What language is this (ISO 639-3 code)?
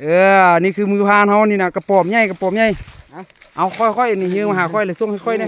lao